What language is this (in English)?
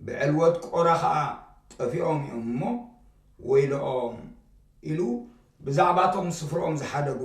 Tigrinya